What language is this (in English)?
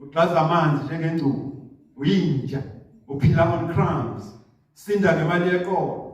Zulu